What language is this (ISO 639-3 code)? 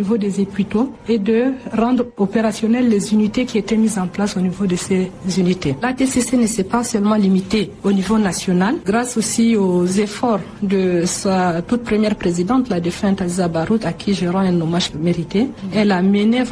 fra